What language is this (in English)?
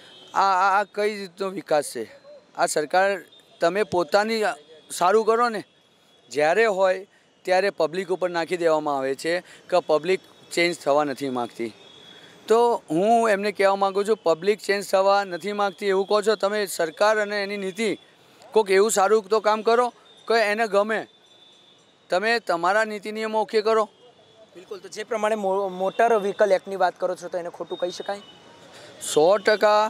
Gujarati